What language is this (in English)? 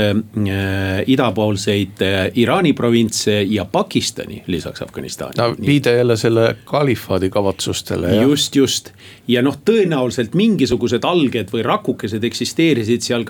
Estonian